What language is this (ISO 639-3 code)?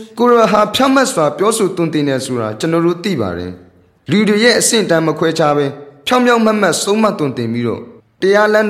mya